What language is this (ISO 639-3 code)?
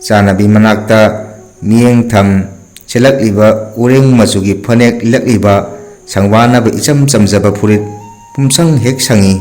mni